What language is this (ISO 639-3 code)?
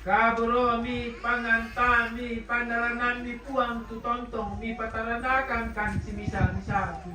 sda